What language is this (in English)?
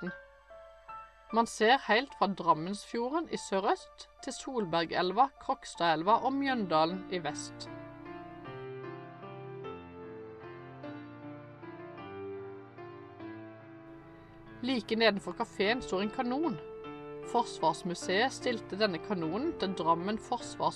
Norwegian